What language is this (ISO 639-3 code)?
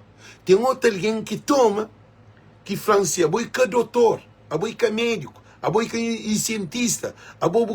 kea